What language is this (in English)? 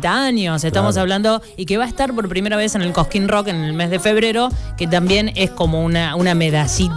Spanish